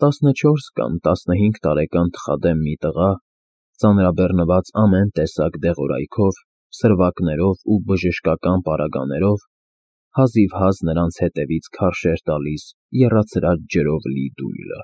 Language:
Armenian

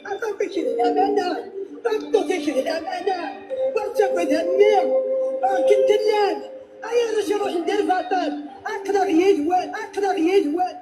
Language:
Kabyle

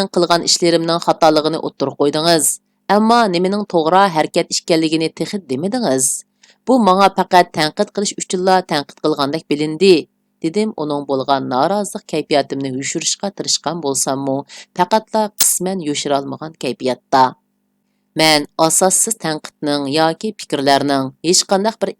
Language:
Uyghur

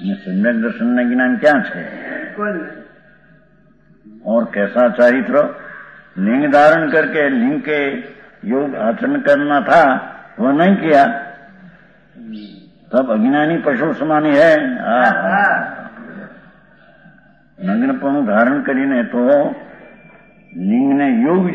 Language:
Gujarati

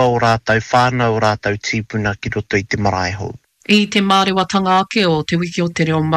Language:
Māori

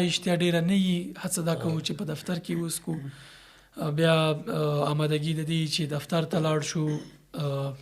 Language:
Pashto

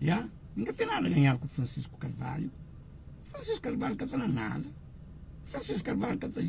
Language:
Kabuverdianu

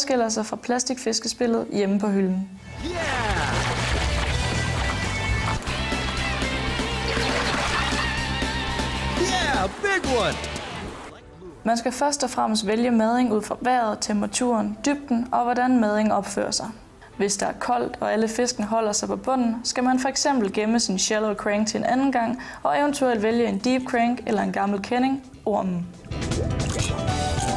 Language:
Danish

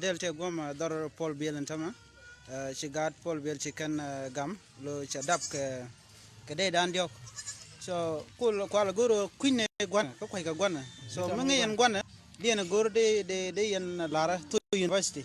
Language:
Nuer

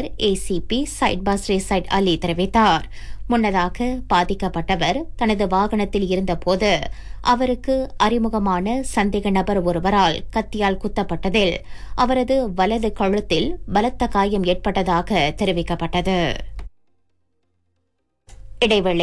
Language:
Tamil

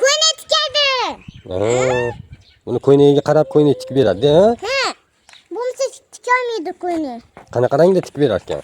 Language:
Uzbek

